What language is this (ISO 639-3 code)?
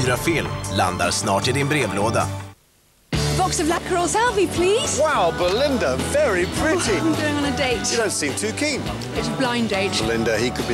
swe